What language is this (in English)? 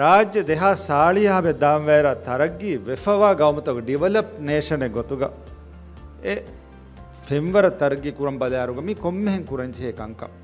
Divehi